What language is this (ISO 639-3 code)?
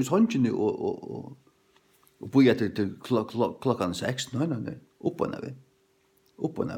fao